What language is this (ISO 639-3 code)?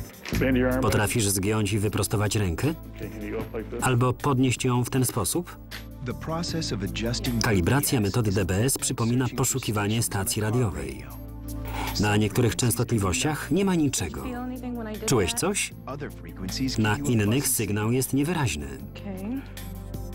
pol